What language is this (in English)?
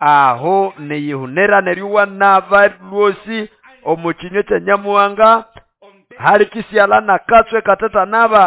Nande